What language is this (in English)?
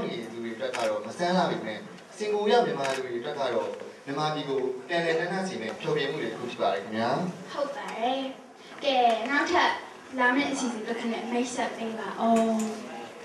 Burmese